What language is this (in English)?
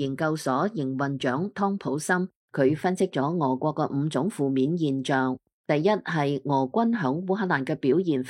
Cantonese